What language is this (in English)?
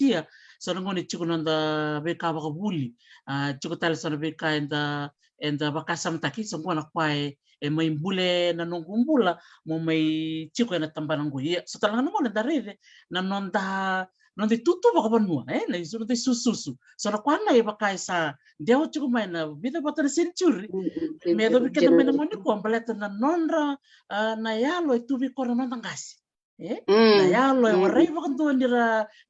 Fijian